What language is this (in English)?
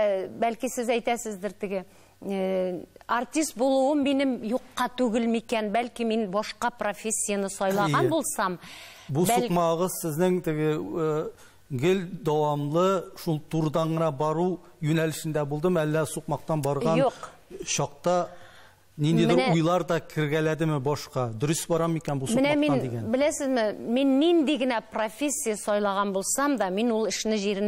Tatar